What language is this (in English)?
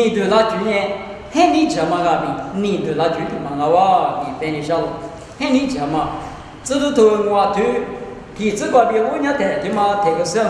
Lisu